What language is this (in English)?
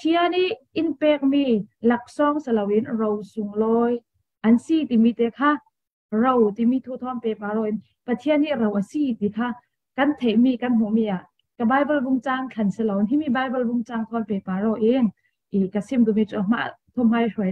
Falam Chin